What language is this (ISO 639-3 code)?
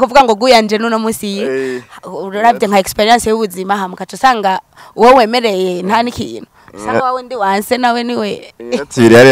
run